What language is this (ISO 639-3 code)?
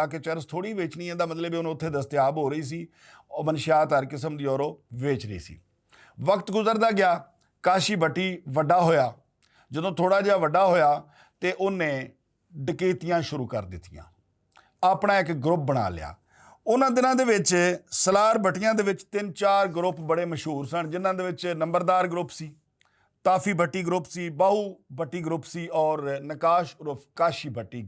lah